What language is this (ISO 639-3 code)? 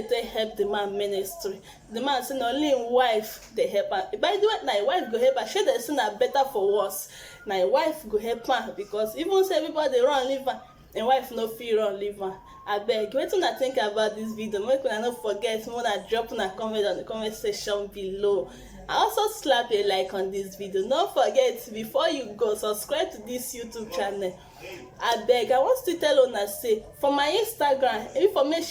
pcm